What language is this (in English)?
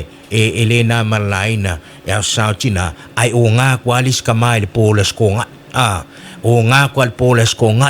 Samoan